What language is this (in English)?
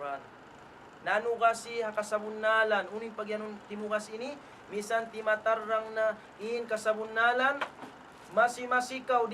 Tausug